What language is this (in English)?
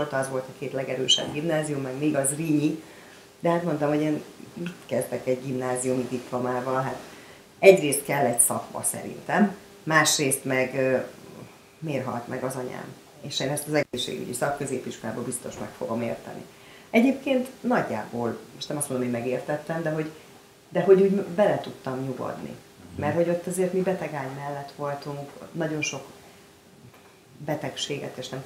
Hungarian